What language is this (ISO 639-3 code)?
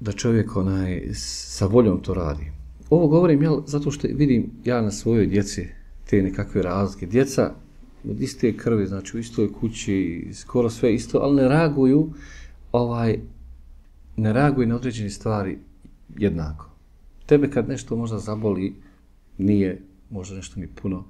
bos